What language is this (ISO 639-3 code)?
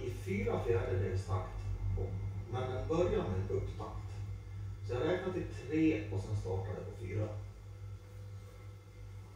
swe